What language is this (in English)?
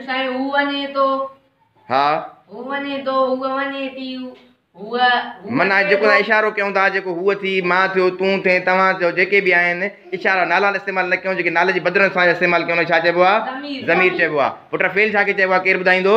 Sindhi